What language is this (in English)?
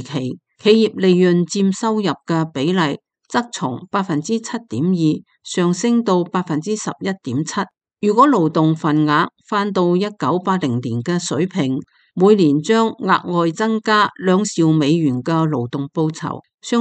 Cantonese